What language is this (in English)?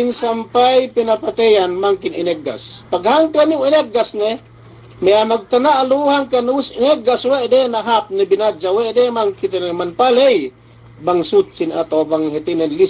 Yakan